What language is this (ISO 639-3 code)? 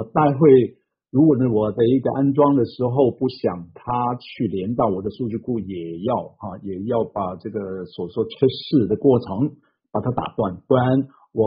zho